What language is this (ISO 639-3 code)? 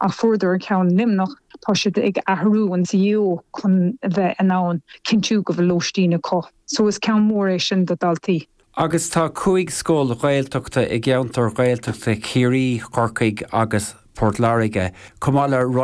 gle